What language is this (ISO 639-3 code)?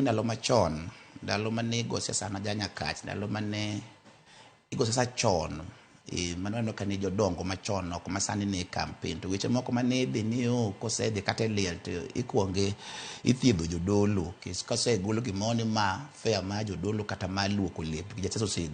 luo